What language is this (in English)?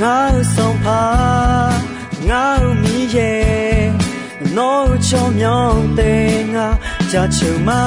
Akha